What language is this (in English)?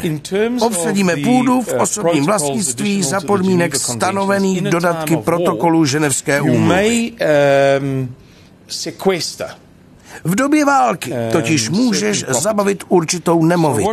Czech